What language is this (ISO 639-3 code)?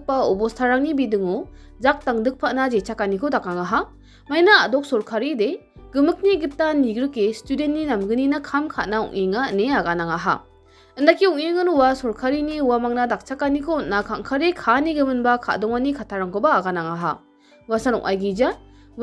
grt